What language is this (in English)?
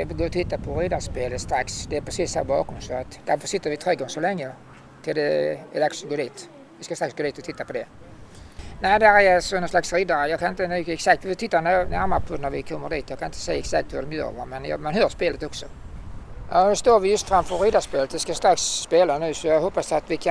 Swedish